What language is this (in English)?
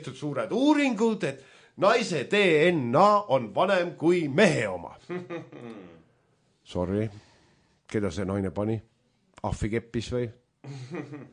Estonian